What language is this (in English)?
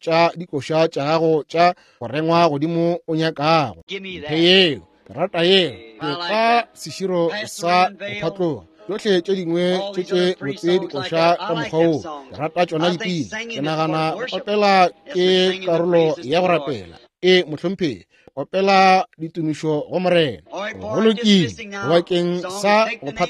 Northern Sotho